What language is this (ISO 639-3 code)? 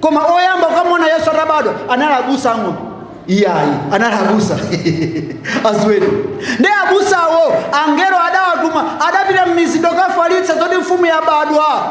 nya